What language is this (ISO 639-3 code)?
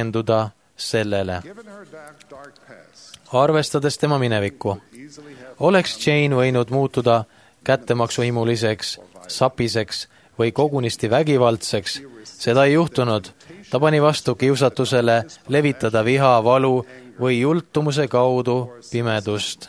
est